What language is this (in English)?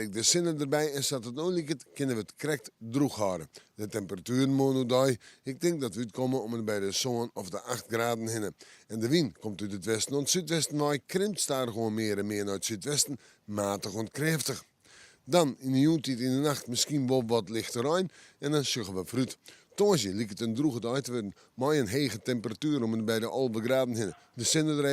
Western Frisian